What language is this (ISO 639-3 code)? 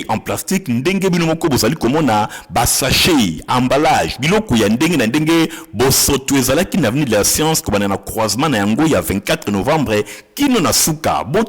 lin